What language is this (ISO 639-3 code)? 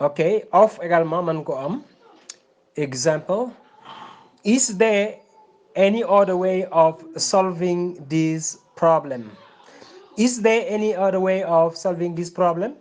wol